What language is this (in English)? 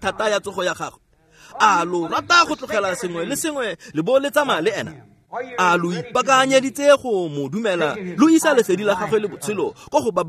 Tswana